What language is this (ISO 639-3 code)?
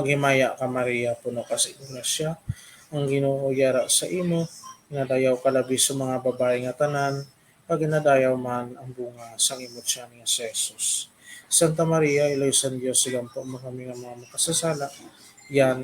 hil